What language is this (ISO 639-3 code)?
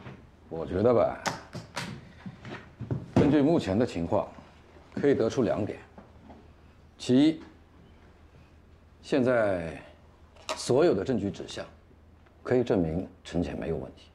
zho